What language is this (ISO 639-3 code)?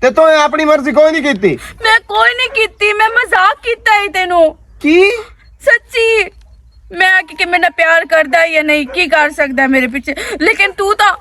lah